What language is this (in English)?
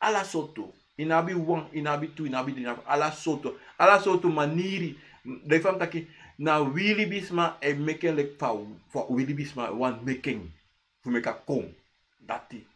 Sranan Tongo